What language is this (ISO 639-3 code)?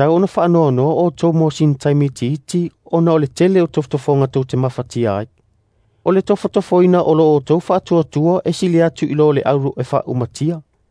smo